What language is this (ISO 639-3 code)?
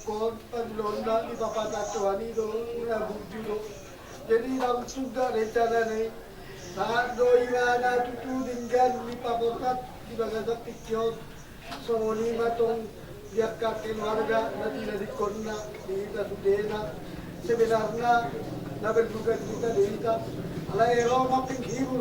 bbc